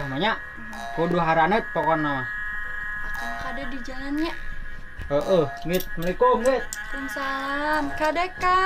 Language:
Sundanese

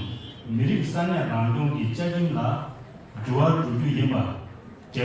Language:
Tibetan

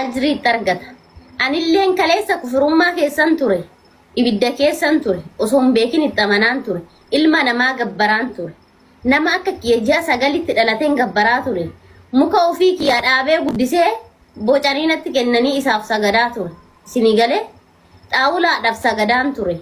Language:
Oromo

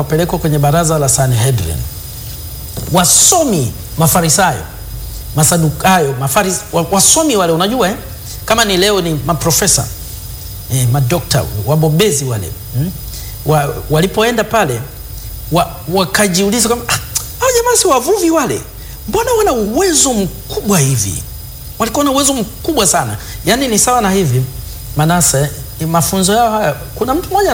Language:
Swahili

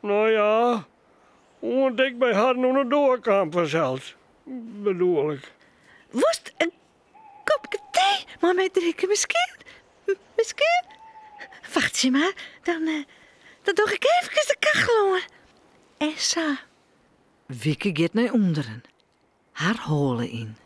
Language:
Western Frisian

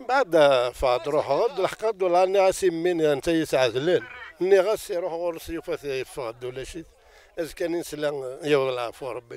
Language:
Kabyle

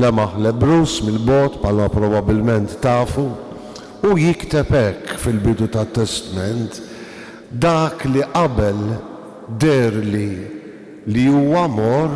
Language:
Maltese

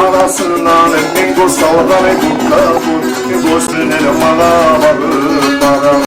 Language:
Kumyk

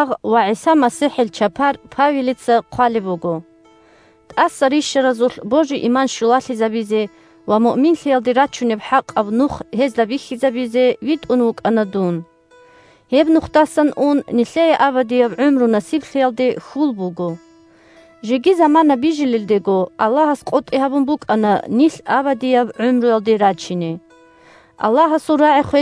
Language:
Avaric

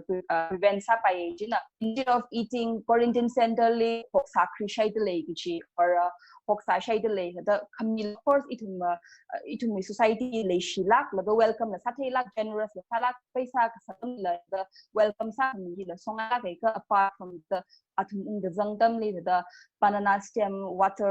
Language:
Tangkhul Naga (India)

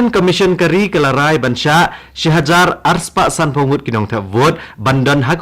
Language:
Khasi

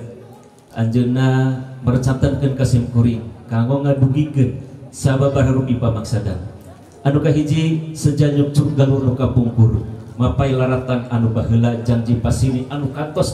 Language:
Sundanese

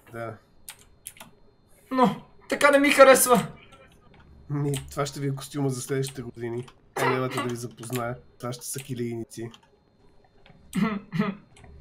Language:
Bulgarian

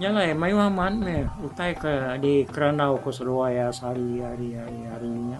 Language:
Iban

